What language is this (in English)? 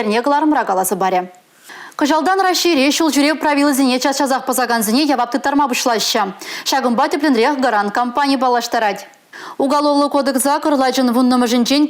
Chuvash